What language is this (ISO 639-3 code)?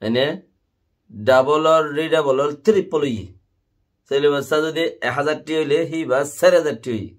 rhg